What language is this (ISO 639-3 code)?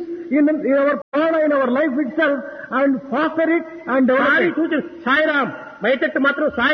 tel